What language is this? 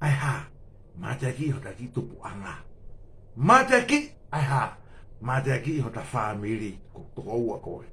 Tongan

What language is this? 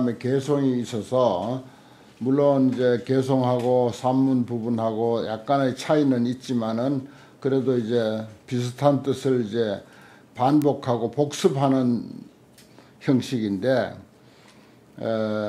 Korean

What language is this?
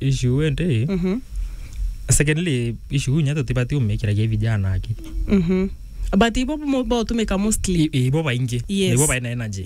Meru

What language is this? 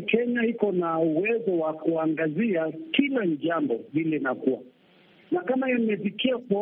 Swahili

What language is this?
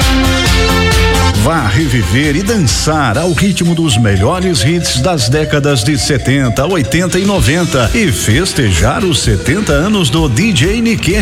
Portuguese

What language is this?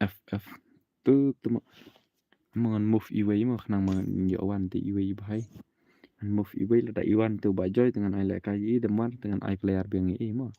Khasi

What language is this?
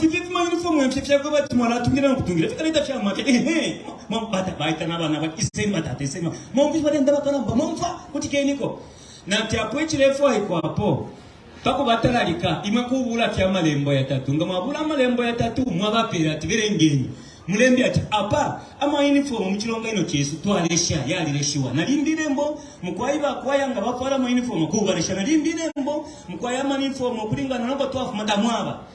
Bemba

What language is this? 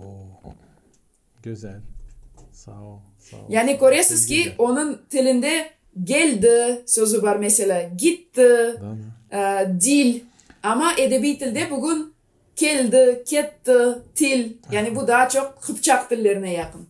Gagauz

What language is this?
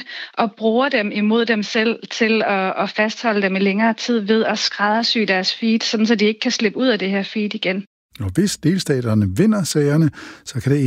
Danish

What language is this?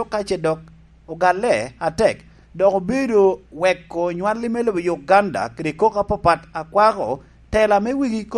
Lango (Uganda)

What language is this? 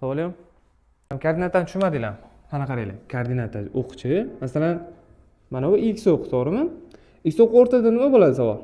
Uzbek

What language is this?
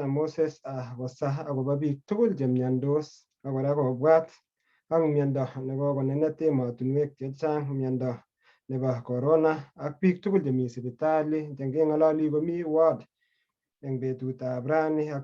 Kalenjin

